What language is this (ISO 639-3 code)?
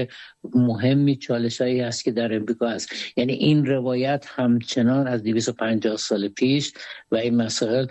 fas